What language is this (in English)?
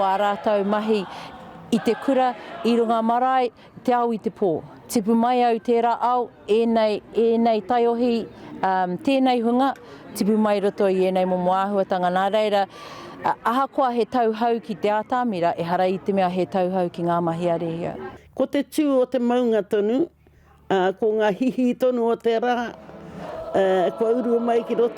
Māori